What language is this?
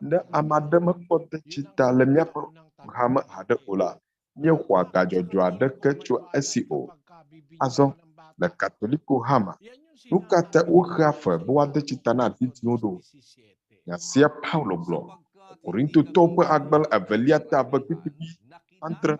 Ewe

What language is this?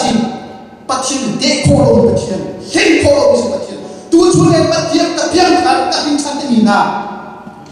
Hakha Chin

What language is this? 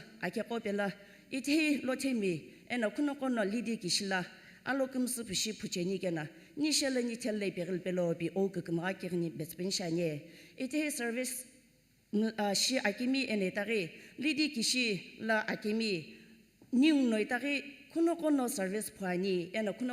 Sumi Naga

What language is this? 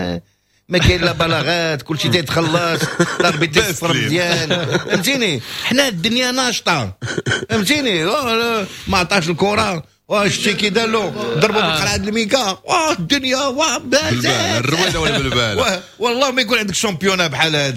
Moroccan Arabic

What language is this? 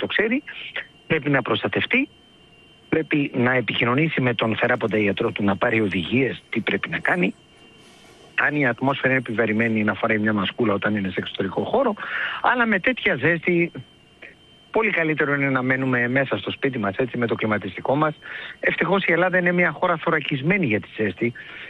Greek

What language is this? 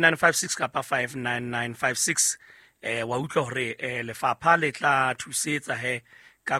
Southern Sotho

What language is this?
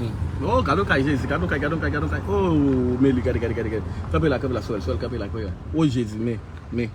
Haitian Creole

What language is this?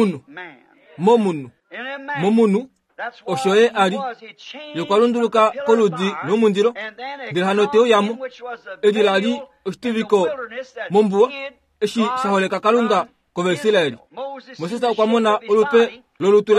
Kuanyama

